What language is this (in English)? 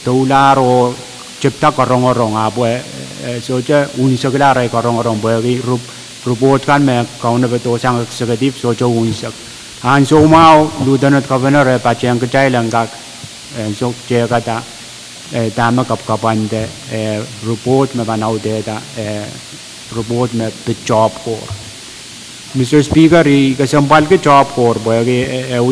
Pohnpeian